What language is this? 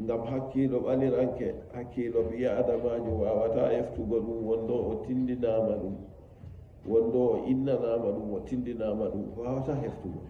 Nigerian Fulfulde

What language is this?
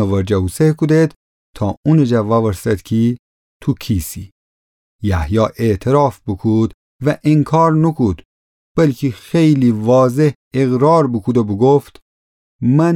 Gilaki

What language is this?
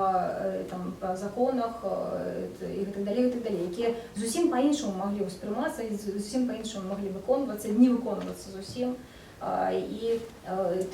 Belarusian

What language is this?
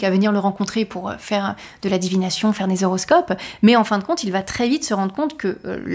French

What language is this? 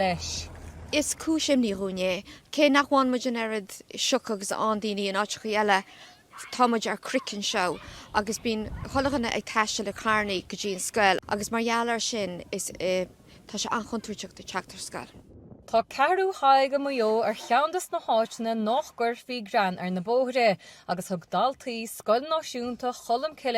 Irish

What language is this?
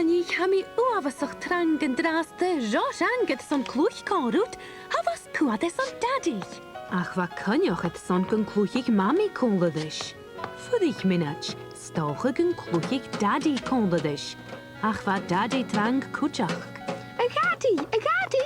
Scottish Gaelic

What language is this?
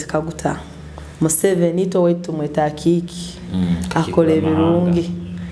Nyoro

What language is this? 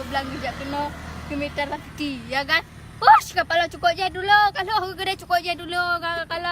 Achinese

